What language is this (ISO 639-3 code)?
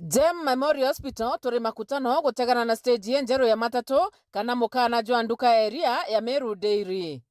mer